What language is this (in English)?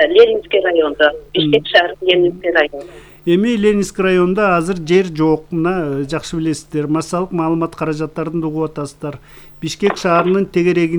Kyrgyz